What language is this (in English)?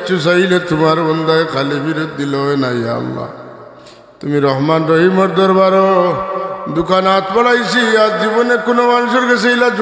Sylheti